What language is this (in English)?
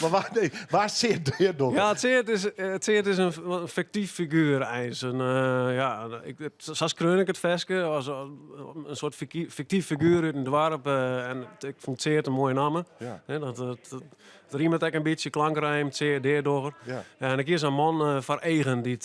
Western Frisian